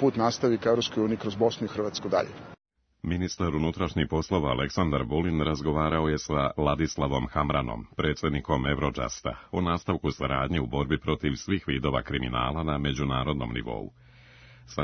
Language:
Serbian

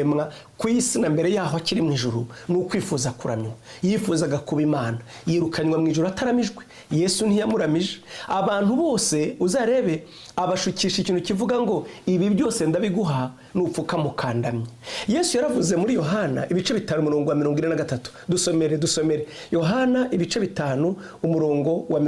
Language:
Kinyarwanda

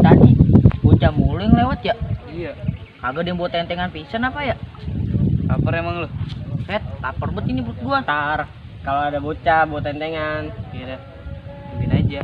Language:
Betawi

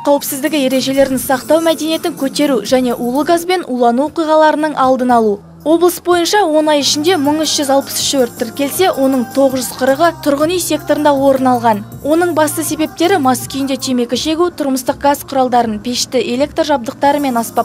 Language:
Kazakh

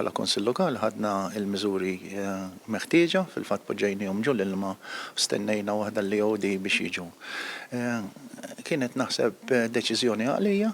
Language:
Maltese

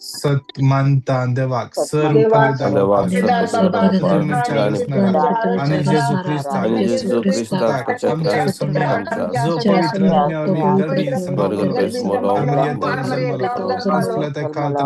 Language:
Konkani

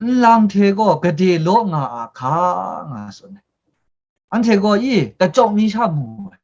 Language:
Kachin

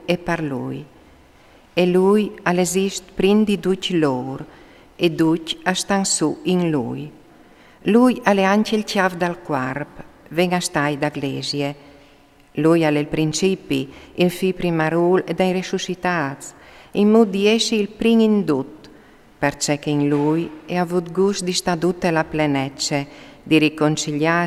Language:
Friulian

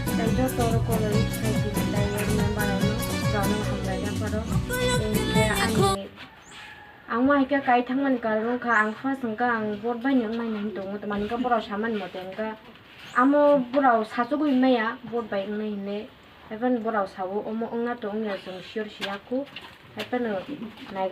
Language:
Kok Borok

